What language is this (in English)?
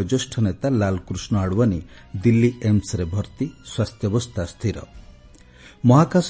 Odia